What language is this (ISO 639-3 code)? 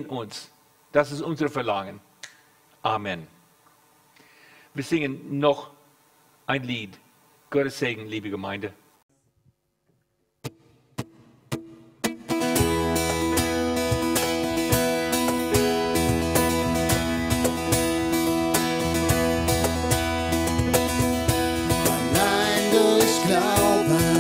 deu